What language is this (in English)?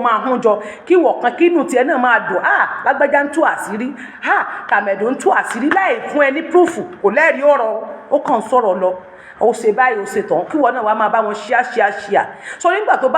Yoruba